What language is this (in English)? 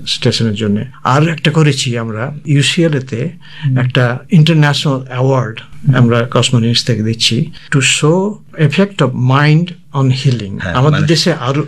Bangla